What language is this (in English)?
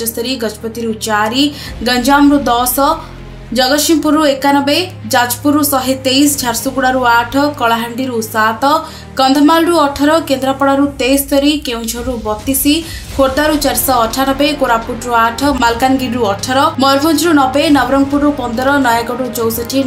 Odia